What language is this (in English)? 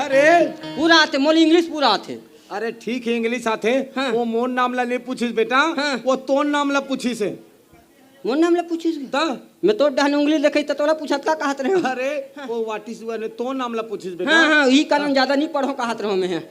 Chhattisgarhi